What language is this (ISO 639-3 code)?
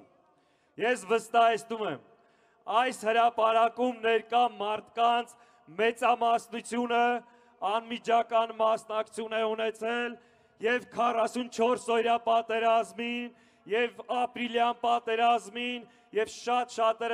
hye